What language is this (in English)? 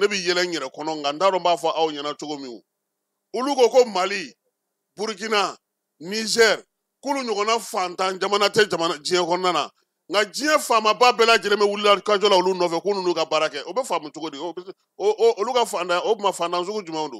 Bambara